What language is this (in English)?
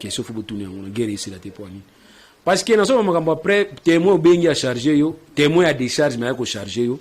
Lingala